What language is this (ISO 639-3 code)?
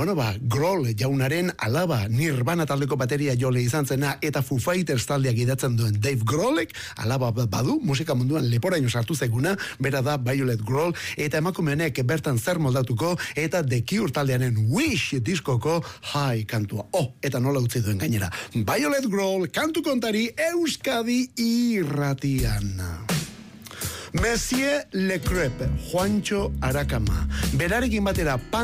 eus